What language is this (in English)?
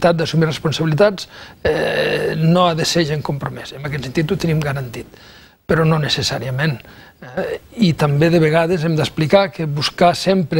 Catalan